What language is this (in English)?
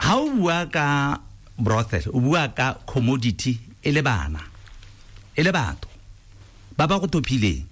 Tswana